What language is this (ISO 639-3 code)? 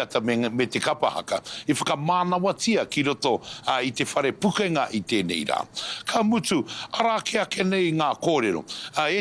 mri